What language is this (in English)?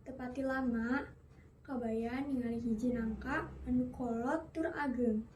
Sundanese